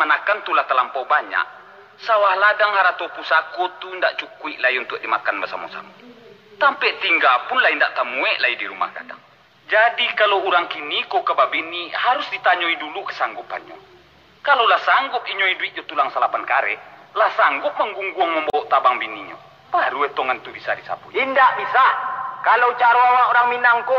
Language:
Minangkabau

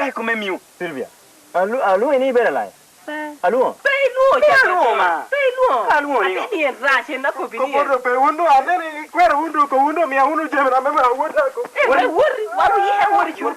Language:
Lango (Uganda)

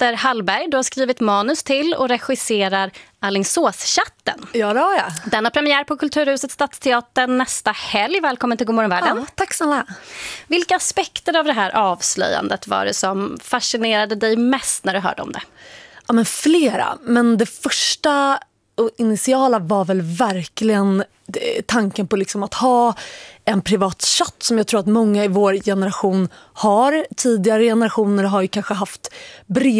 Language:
Swedish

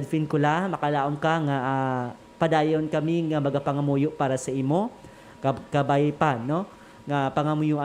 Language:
Hiligaynon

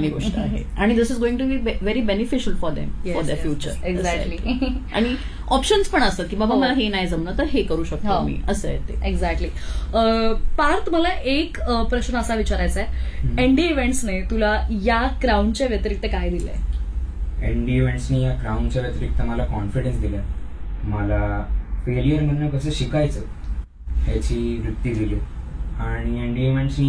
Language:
Marathi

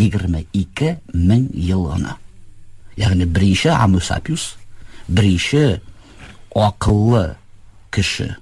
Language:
Tatar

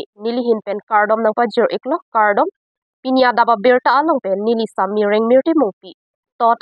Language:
Karbi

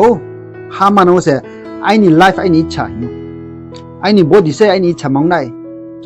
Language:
Riang (India)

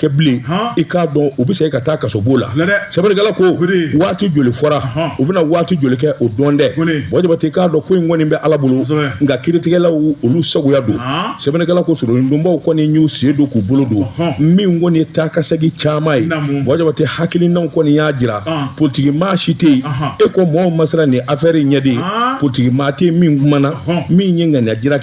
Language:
Bambara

